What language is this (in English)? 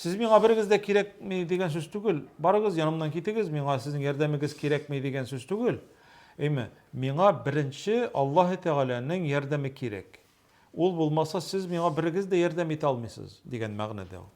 Tatar